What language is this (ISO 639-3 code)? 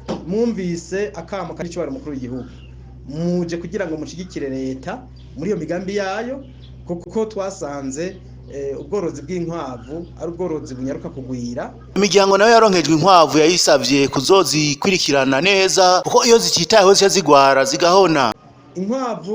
run